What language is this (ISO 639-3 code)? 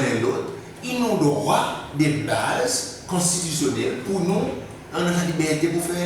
crs